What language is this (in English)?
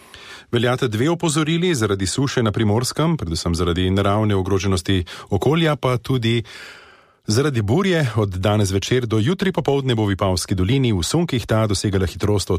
Slovenian